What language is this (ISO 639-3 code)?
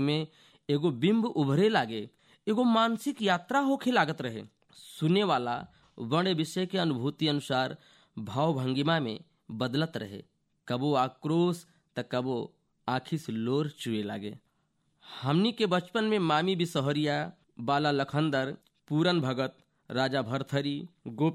bho